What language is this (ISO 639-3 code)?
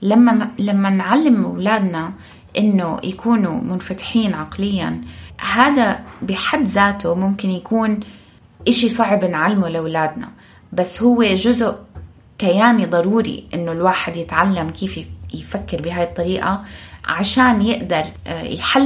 apc